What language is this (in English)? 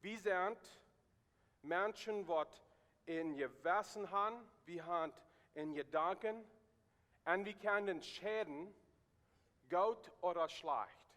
Plautdietsch